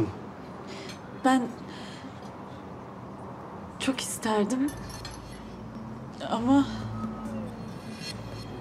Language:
Turkish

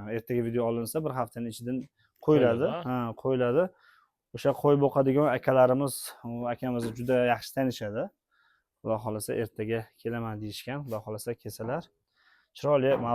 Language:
Uzbek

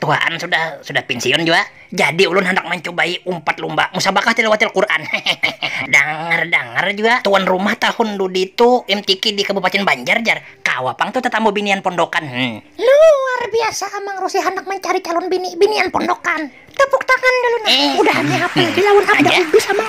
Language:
Banjar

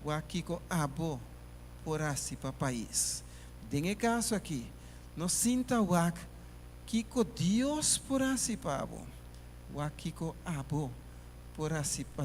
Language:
Papiamento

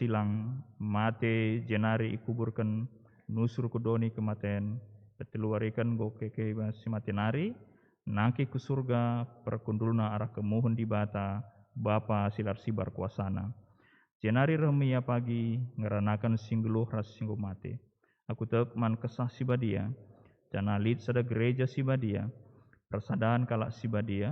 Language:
Batak Karo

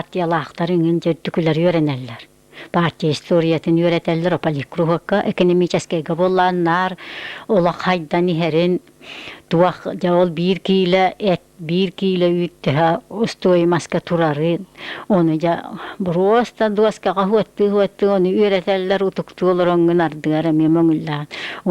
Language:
Yakut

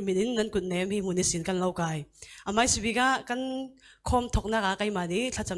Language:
Falam Chin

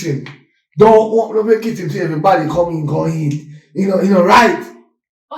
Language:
Jamaican Creole English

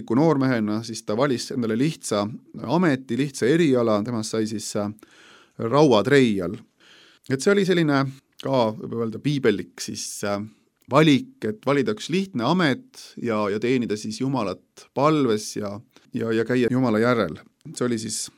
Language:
Estonian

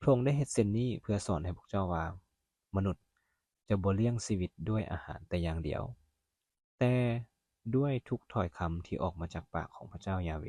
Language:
Lao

